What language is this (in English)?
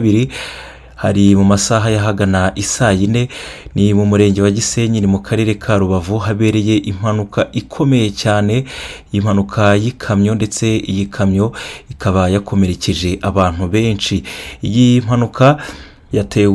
Kinyarwanda